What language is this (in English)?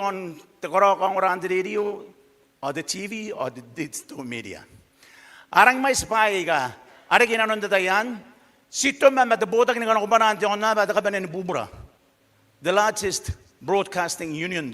Gilbertese